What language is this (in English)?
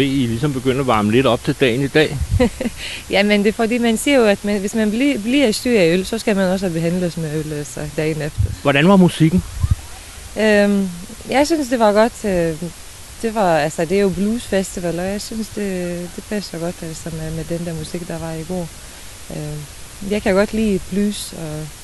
Danish